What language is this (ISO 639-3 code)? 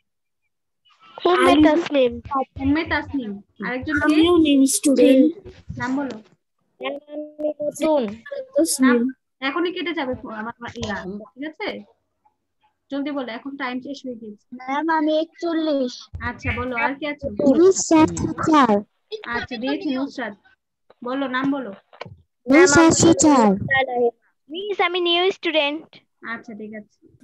ben